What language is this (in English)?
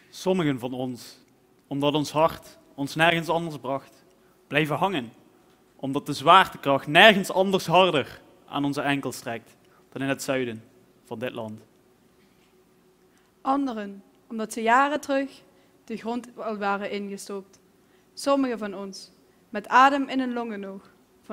Dutch